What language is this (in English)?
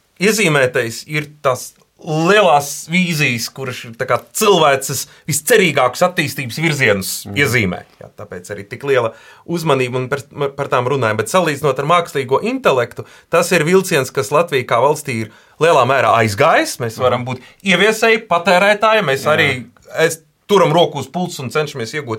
Latvian